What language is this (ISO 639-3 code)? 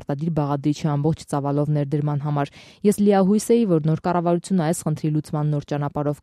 hye